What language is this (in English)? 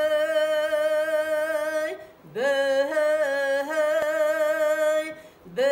Yakut